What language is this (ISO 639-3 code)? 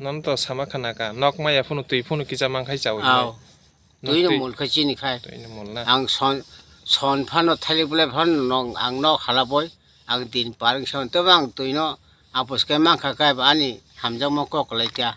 trp